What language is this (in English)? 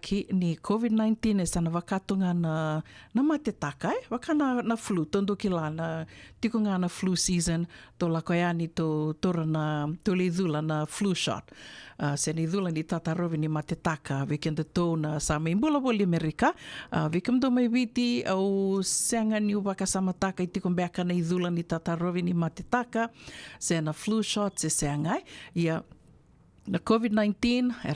Fijian